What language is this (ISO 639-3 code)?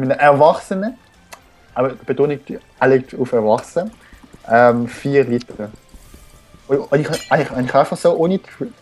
gsw